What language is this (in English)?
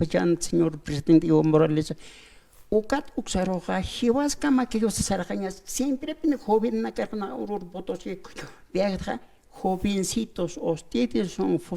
Aymara